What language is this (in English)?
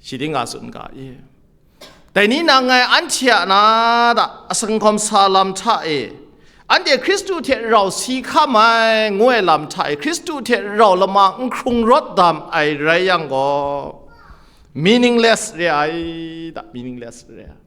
Kachin